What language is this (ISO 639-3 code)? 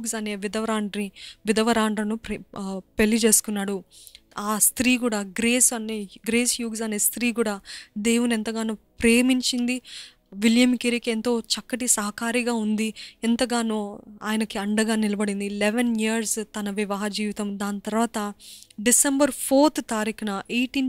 tel